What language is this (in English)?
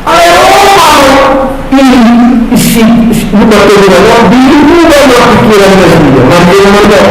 Batak Toba